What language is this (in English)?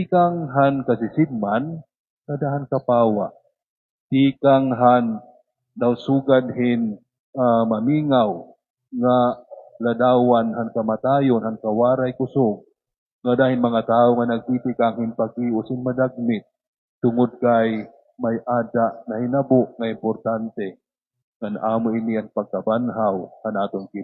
Waray